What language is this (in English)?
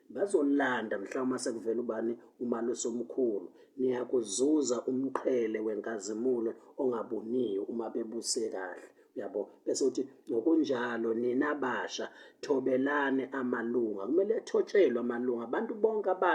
Zulu